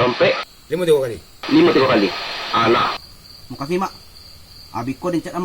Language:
Minangkabau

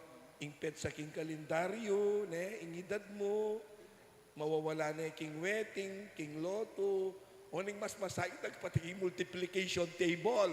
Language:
Pampanga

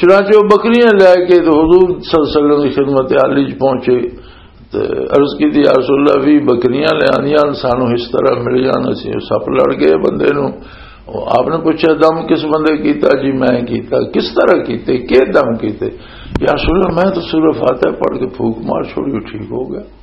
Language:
Western Panjabi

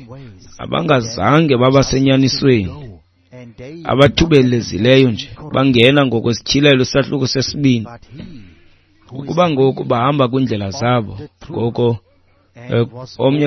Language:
Xhosa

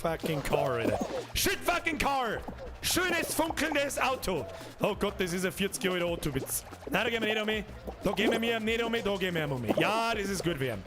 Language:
Bavarian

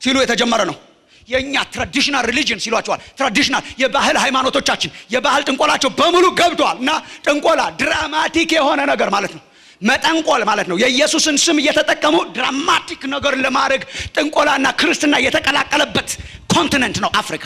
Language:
Amharic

